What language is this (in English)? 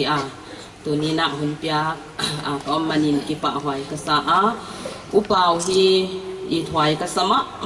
Paite Chin